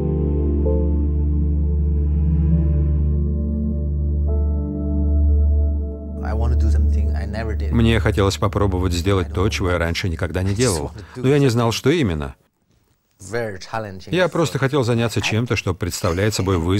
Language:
Russian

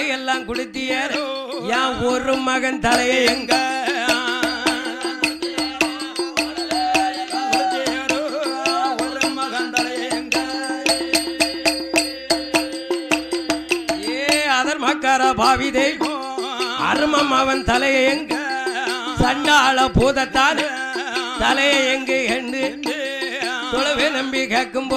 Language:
Tamil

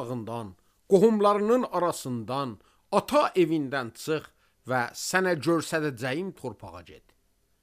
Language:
Azerbaijani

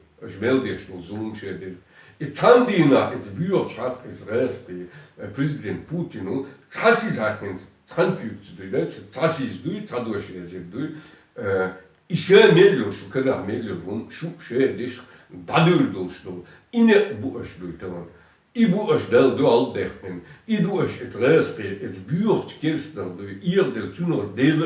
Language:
Chechen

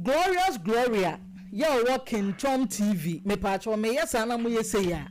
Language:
Akan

